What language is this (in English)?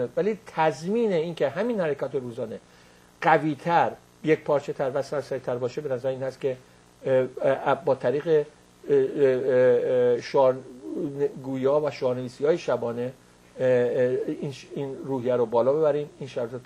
Persian